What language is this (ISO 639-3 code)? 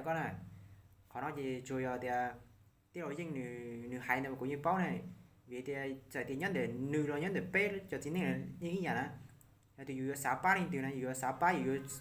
hmn